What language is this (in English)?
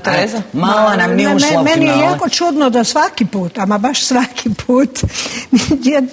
Croatian